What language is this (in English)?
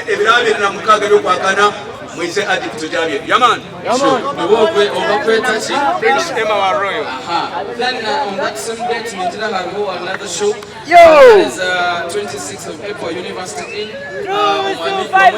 Nyankole